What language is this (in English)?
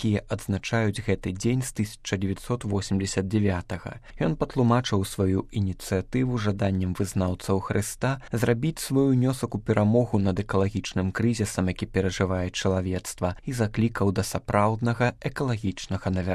Belarusian